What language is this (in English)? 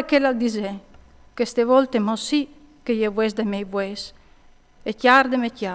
Friulian